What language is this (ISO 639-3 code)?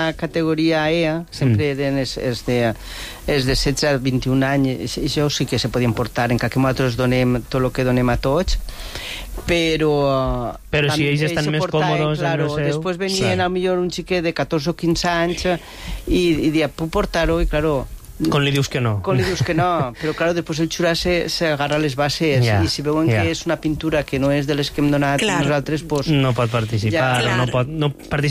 cat